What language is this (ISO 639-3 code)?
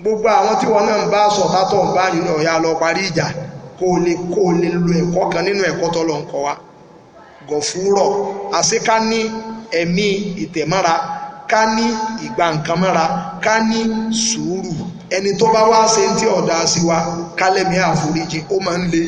yor